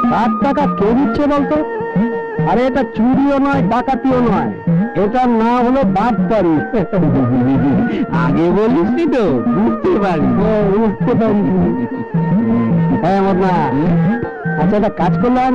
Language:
Bangla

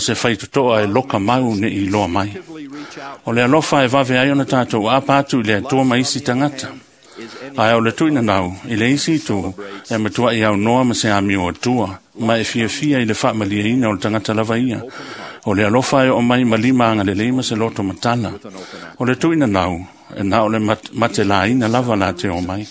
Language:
Samoan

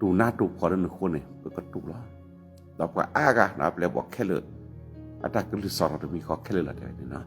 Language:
S'gaw Karen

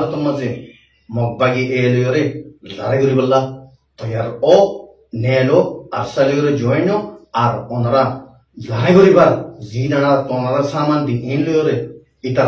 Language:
Rohingya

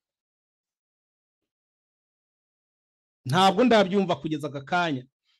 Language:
Kinyarwanda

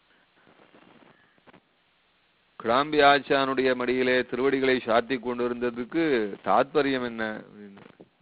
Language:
Tamil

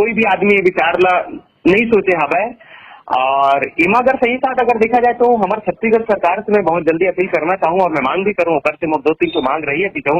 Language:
Chhattisgarhi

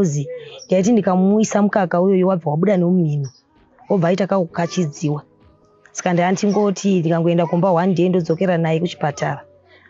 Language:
Shona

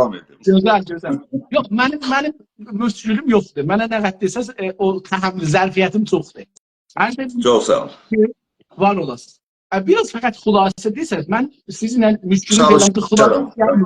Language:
South Azerbaijani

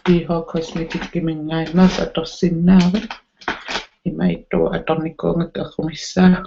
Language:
Kalaallisut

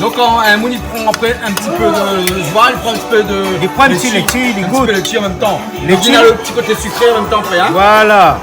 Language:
Réunion Creole French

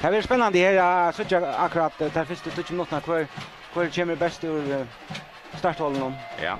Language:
Faroese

